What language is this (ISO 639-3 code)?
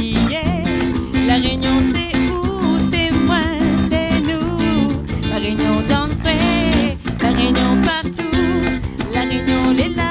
rcf